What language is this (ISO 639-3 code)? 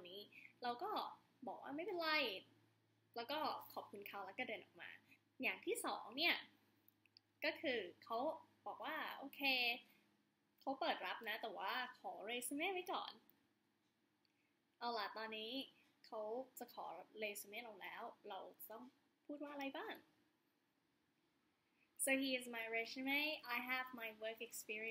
tha